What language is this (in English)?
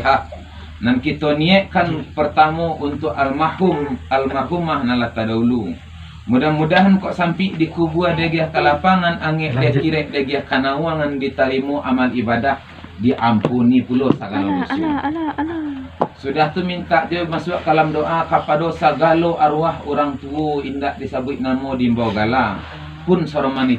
Minangkabau